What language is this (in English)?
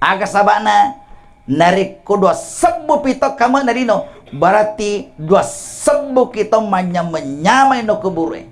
Buginese